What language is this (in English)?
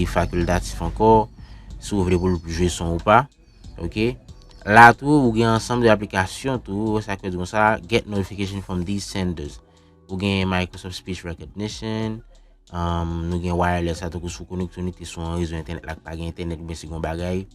Haitian Creole